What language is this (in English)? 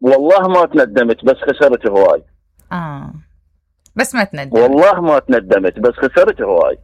Mesopotamian Arabic